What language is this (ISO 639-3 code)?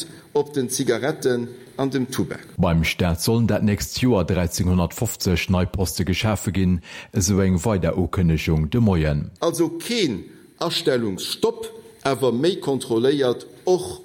ltz